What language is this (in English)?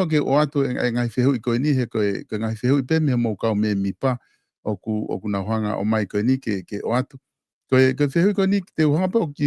Tongan